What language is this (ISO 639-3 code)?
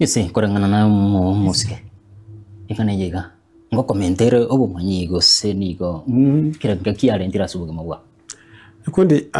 guz